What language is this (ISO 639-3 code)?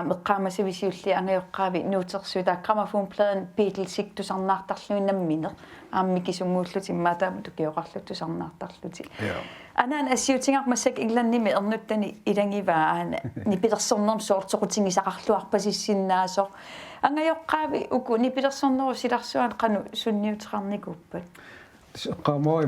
kal